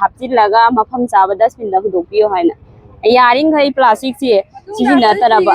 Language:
Manipuri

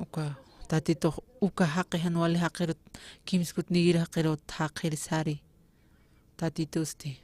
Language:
Aymara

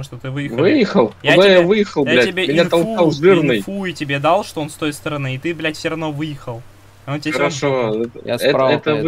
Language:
Russian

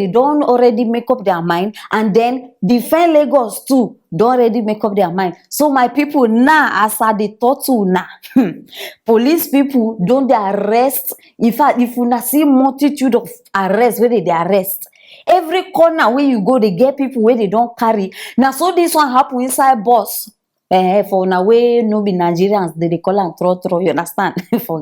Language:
Nigerian Pidgin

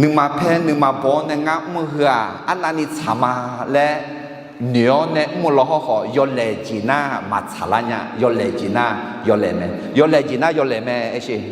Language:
Akha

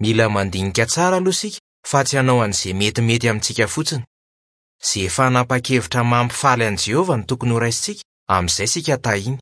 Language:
Malagasy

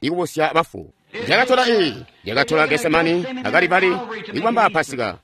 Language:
Tonga (Zambia)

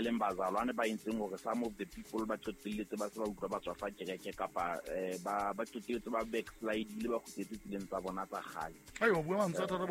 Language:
Southern Sotho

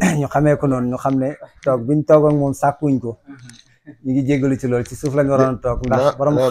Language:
Wolof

